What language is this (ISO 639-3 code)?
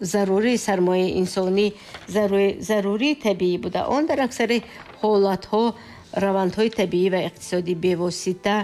tgk